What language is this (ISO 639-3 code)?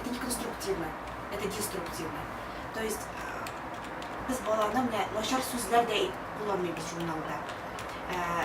tat